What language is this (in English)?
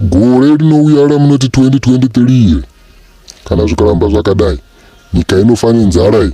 Shona